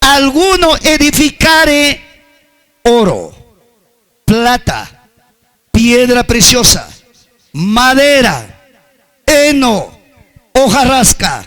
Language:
Ayacucho Quechua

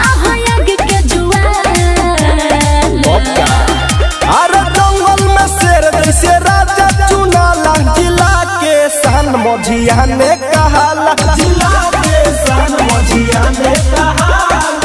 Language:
Bhojpuri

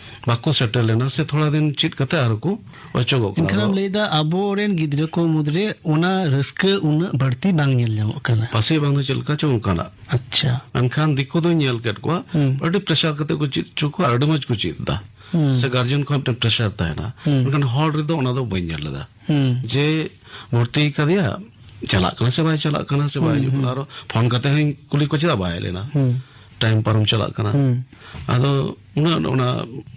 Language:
Santali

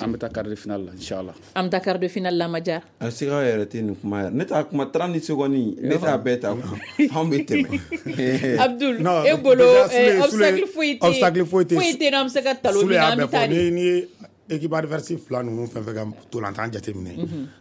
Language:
Bambara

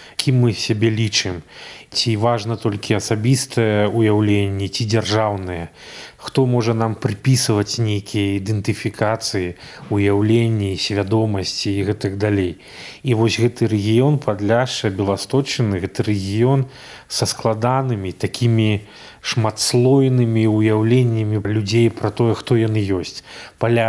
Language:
Belarusian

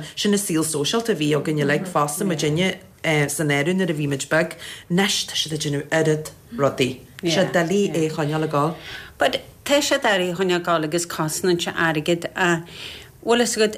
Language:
Irish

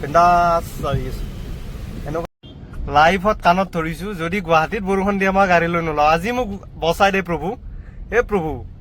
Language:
Assamese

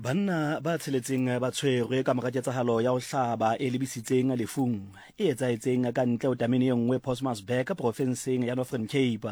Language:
Southern Sotho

